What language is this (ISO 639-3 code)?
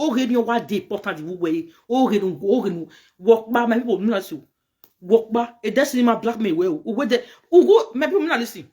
pcm